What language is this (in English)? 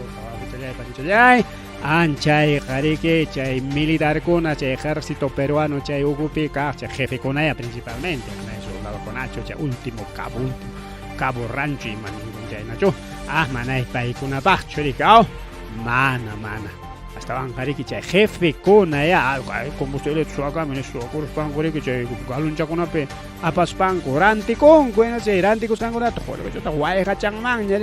Ayacucho Quechua